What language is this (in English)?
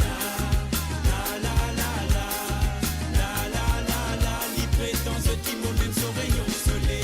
Morisyen